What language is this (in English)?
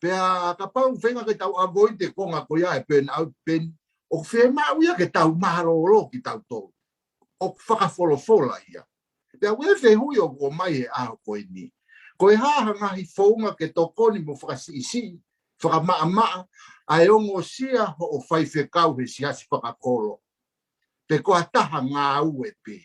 Tongan